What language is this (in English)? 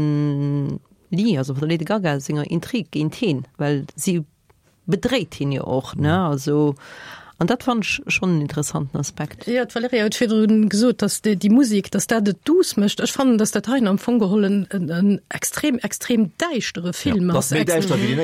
Luxembourgish